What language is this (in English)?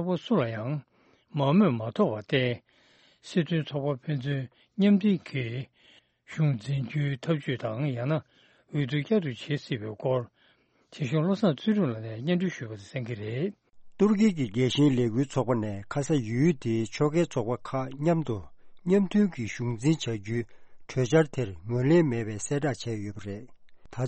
Tibetan